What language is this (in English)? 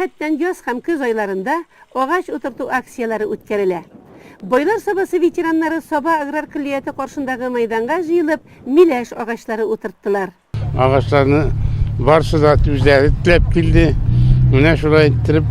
Tatar